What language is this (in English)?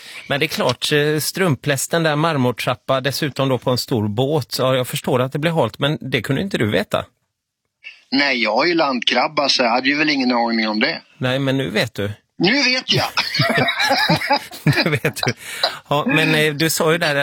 Swedish